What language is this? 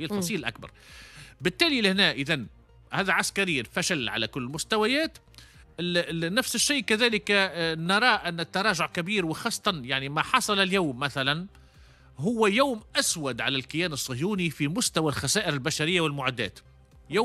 Tunisian Arabic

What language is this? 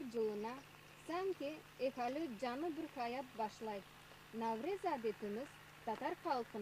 Crimean Tatar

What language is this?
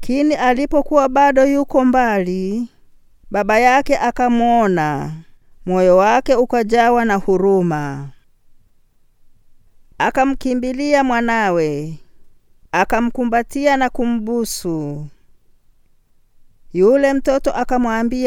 Swahili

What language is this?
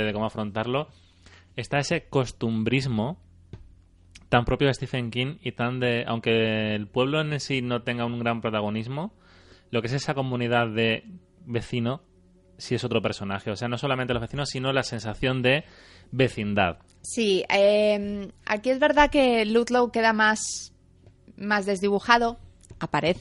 Spanish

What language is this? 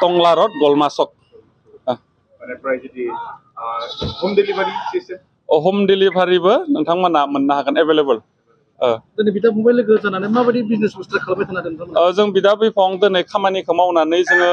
Bodo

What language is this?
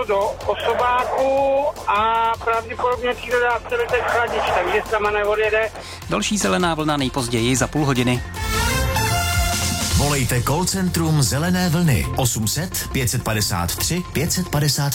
Czech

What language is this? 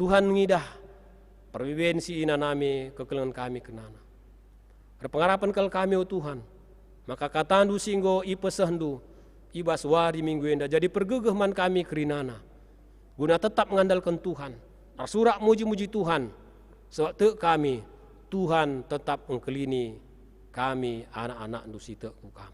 Batak Karo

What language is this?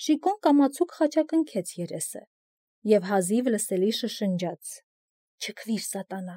Armenian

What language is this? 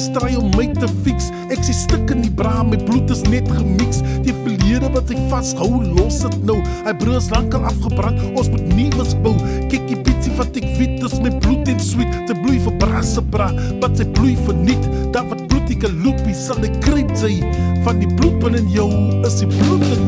Afrikaans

